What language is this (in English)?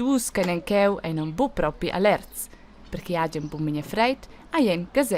Romansh